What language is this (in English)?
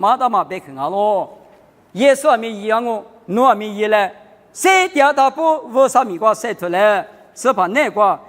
Lisu